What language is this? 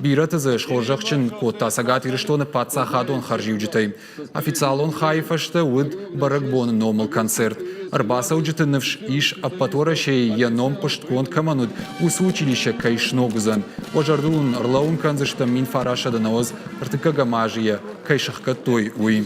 Ossetic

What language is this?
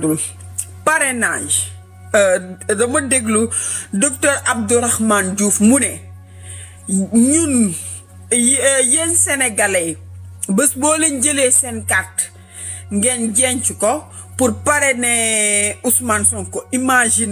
Wolof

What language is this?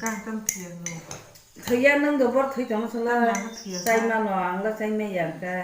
Kok Borok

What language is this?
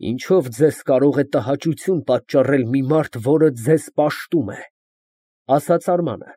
Armenian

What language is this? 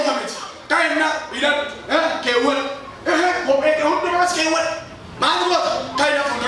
Oromo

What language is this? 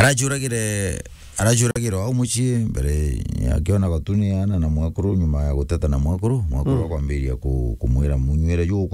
Meru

